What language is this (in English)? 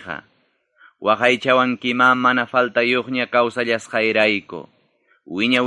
Ayacucho Quechua